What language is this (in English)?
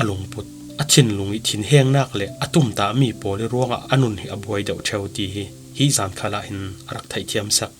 Falam Chin